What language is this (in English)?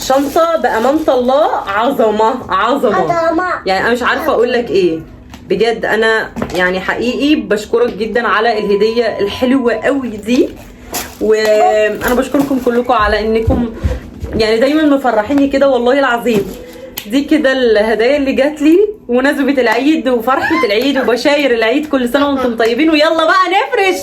Egyptian Arabic